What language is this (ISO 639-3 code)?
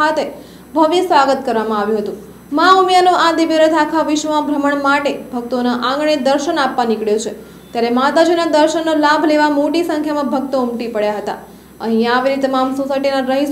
guj